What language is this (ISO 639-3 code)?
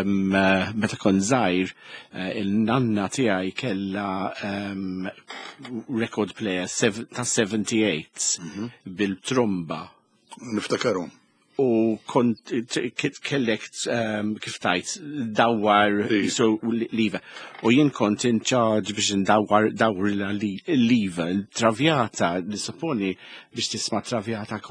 mlt